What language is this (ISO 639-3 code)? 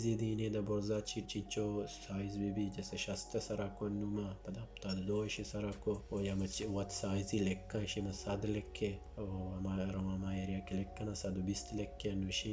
bal